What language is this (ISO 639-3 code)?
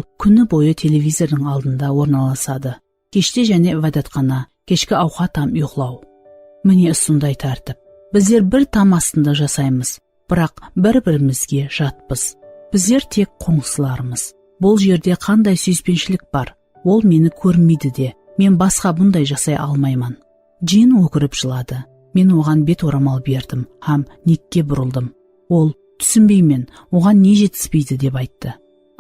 kaa